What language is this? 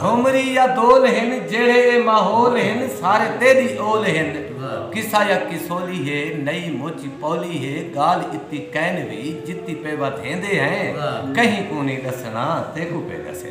Saraiki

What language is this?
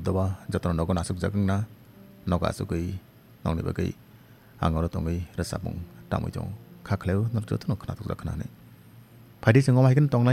Kok Borok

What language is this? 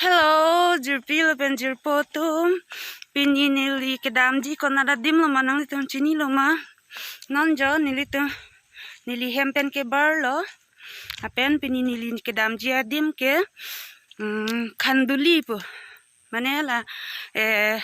Karbi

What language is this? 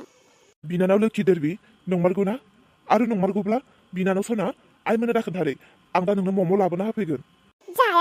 Bodo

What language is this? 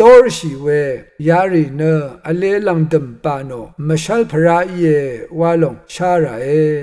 Rawang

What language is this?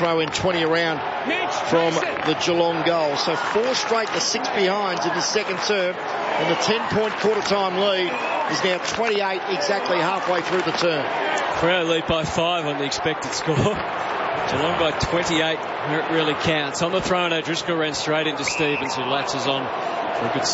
English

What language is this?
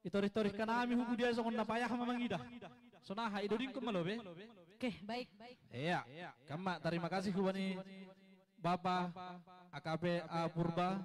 Batak Simalungun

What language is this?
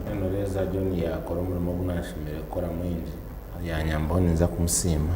Nyankole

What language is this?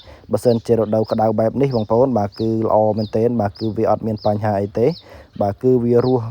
Khmer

